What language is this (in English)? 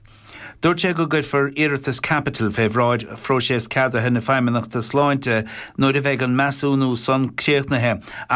Irish